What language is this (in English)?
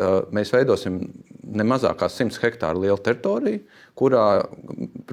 Latvian